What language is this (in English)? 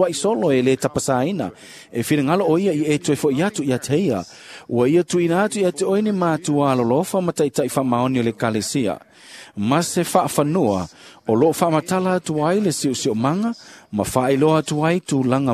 Samoan